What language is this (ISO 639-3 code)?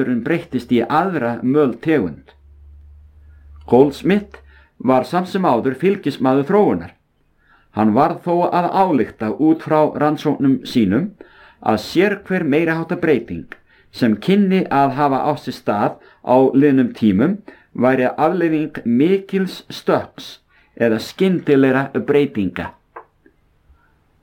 isl